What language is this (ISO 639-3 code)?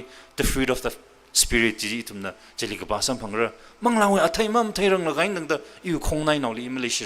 nmf